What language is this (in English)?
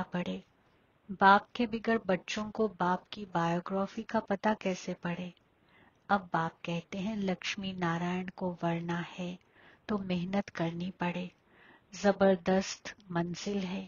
Hindi